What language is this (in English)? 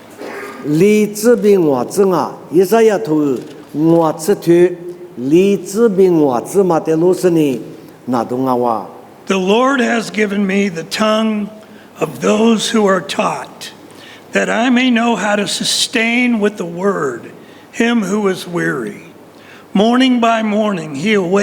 Lisu